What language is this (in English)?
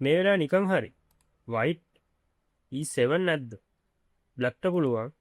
Sinhala